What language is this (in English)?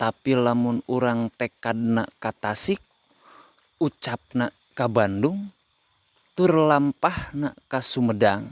Sundanese